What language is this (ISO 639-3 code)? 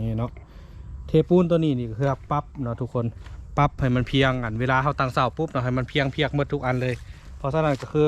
lao